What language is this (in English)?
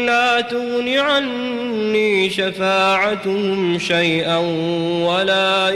Maranao